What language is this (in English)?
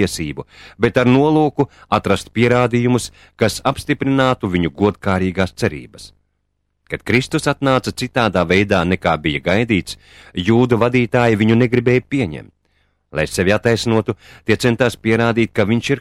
Latvian